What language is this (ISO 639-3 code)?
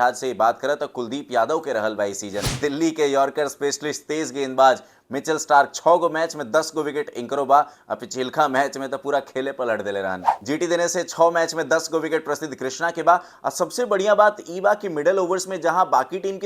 bho